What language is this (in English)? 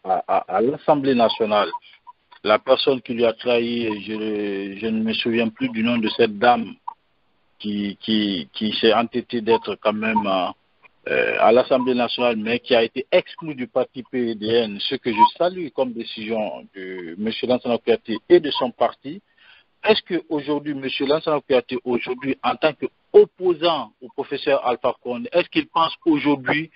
French